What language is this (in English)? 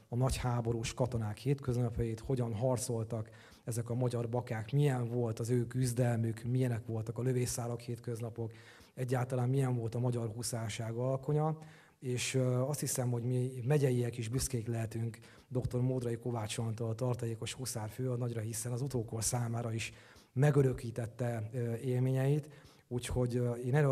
Hungarian